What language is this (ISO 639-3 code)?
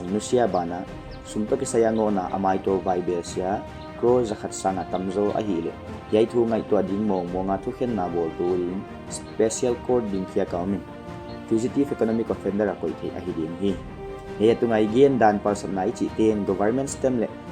pck